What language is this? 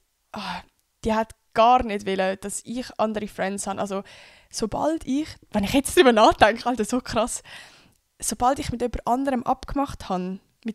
Swiss German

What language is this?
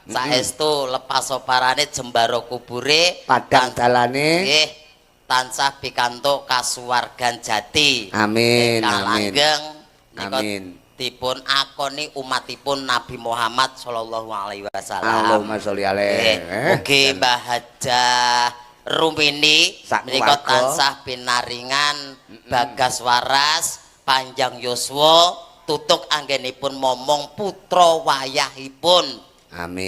Javanese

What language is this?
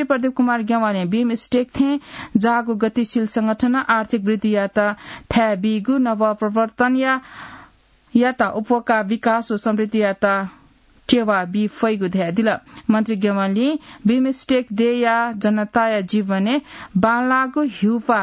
Newari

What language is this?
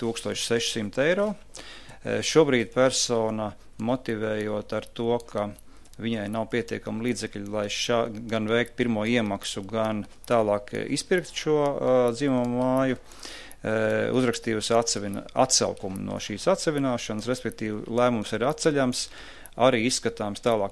Latvian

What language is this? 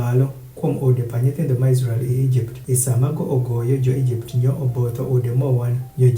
Adhola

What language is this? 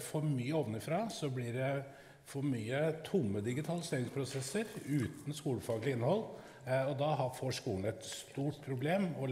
Norwegian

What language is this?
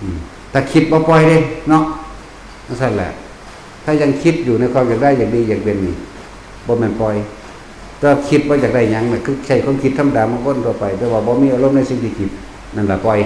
Northeastern Thai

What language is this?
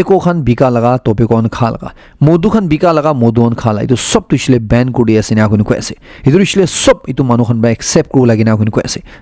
Naga Pidgin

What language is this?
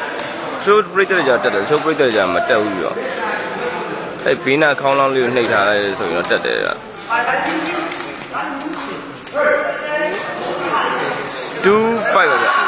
Burmese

